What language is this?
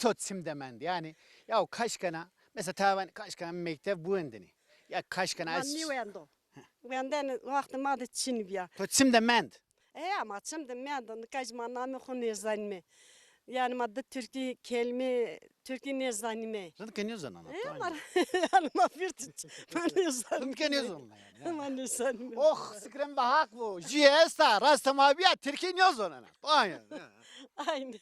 Zaza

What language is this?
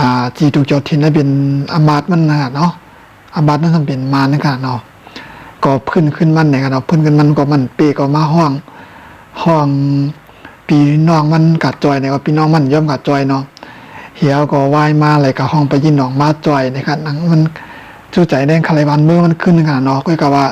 Shan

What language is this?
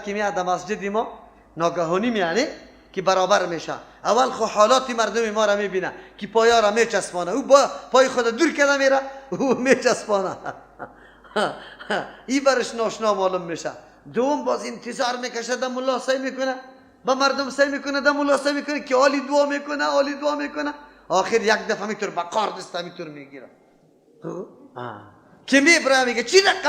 Persian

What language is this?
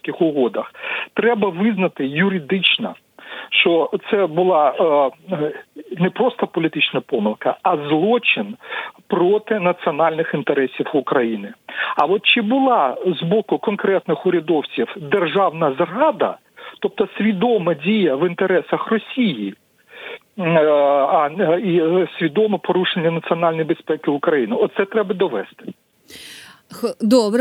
Ukrainian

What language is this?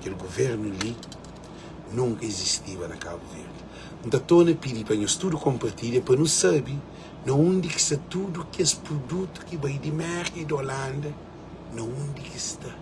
Kabuverdianu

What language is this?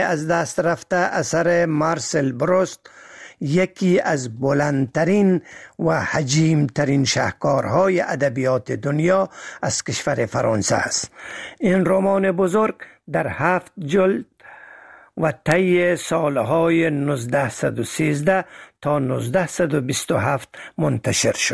Persian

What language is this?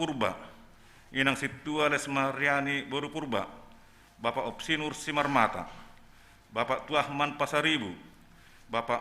Batak Simalungun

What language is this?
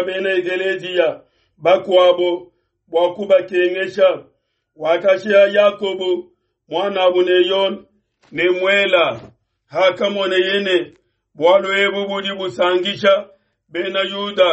Luba-Lulua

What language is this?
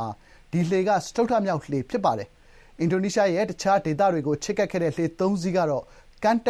Burmese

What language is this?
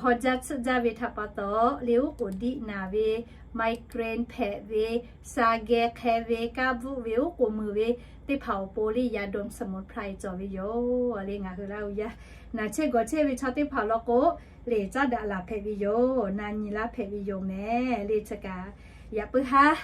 Lahu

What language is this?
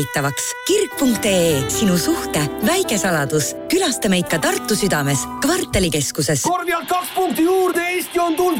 Estonian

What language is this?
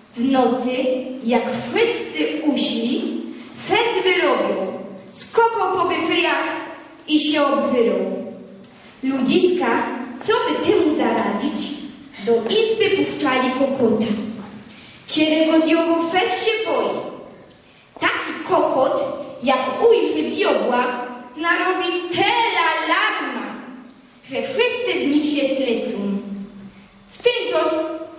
Silesian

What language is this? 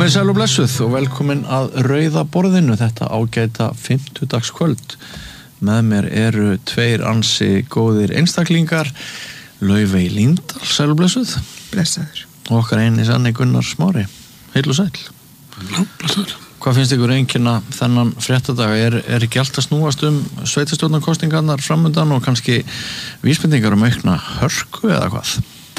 Icelandic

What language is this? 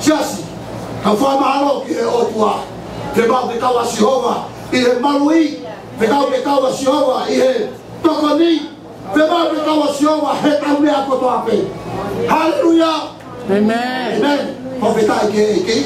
Tongan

